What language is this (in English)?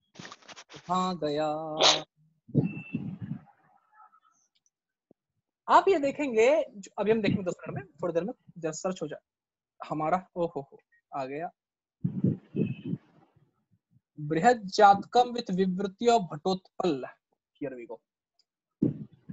Hindi